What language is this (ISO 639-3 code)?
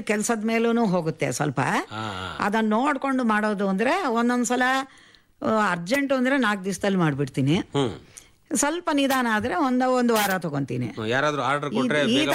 kan